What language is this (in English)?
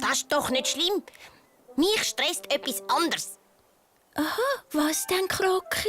Swiss German